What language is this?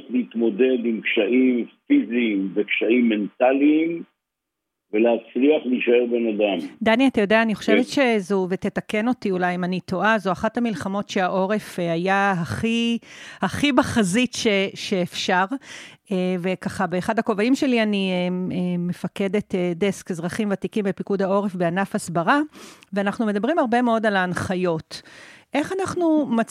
Hebrew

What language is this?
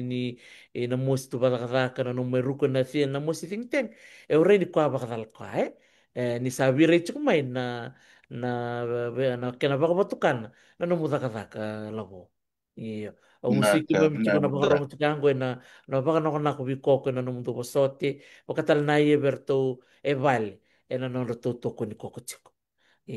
Fijian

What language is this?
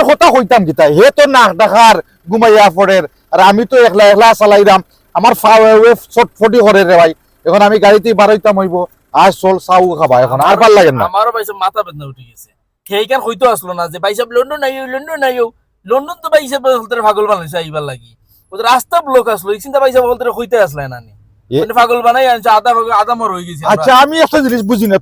Sylheti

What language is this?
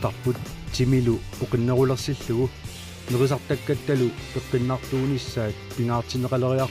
Kalaallisut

